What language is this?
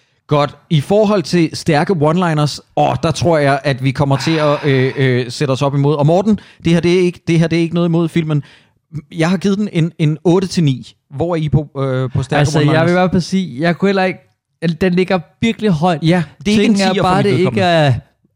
Danish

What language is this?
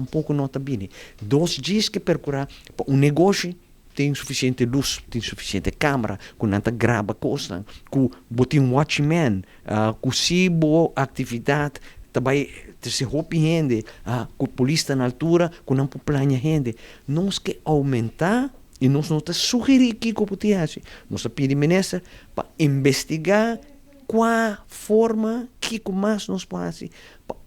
Papiamento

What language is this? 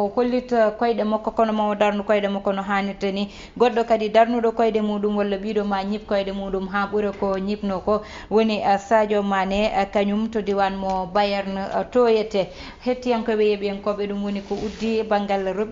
Fula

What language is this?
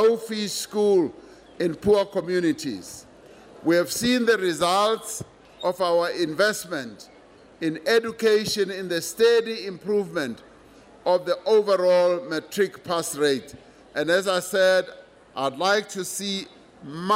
English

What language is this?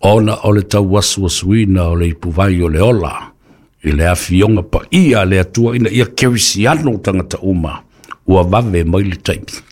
Samoan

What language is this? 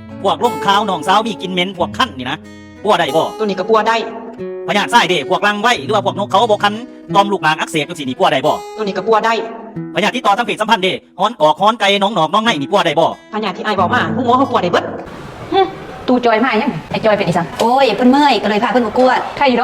Lao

